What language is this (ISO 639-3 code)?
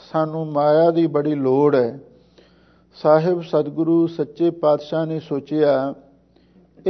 pan